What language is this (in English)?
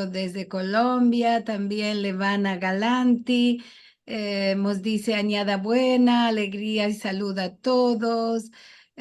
Ladino